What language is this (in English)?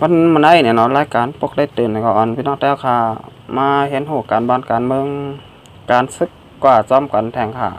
Shan